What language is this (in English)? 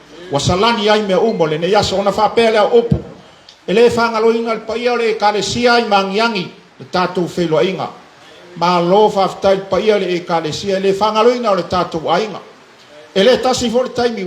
Samoan